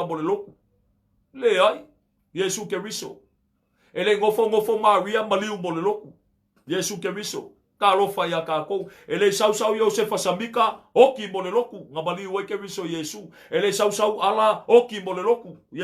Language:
Samoan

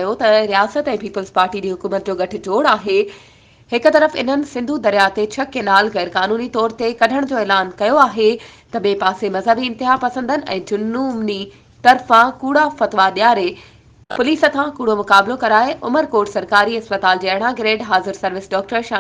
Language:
Sindhi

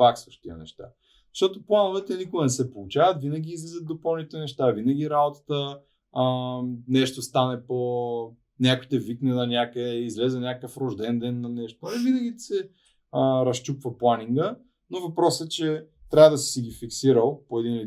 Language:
Bulgarian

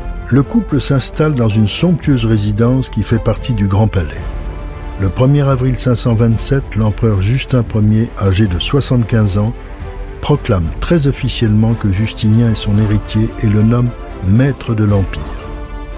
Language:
French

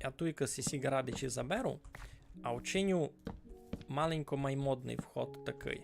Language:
Rusyn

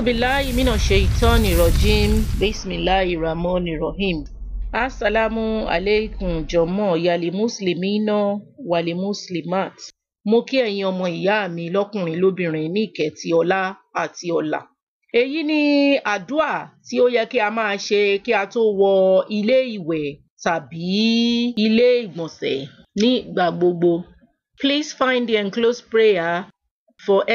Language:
Yoruba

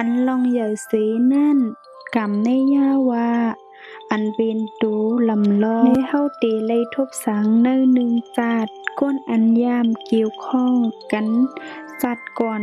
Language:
Shan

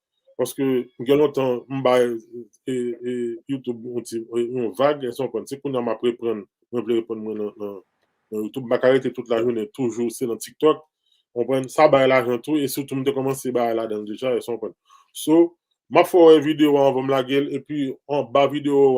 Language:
Haitian Creole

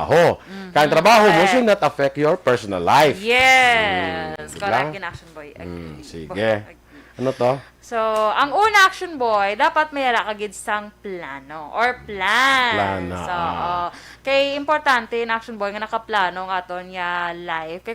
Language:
Hiligaynon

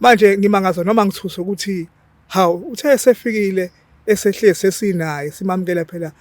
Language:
Zulu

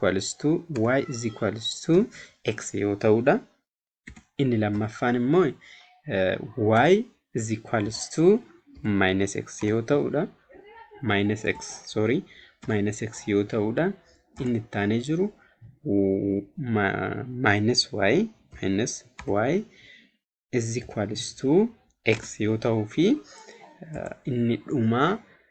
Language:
Oromo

